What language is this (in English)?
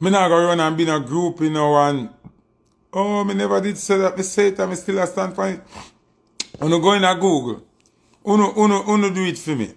Jamaican Creole English